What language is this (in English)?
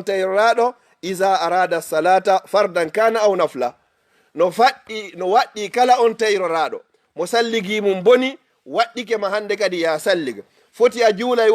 Fula